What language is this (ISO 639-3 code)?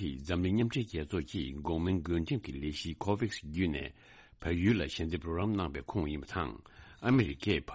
bod